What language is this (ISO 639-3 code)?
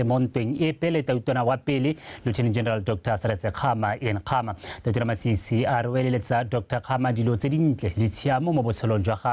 tsn